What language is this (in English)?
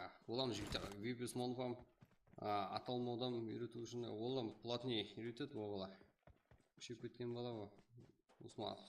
Kara-Kalpak